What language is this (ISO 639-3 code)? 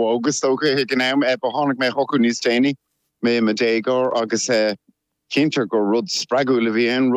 gle